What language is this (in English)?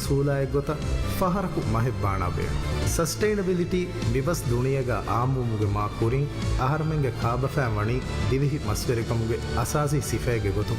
Divehi